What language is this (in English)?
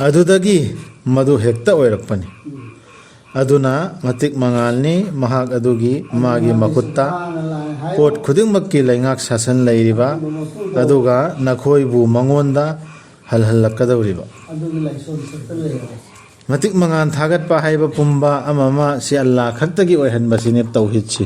Manipuri